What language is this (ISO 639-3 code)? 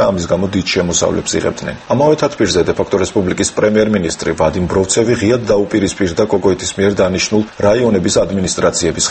kat